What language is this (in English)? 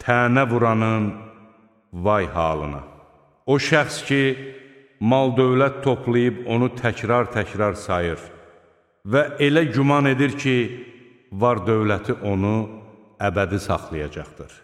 Azerbaijani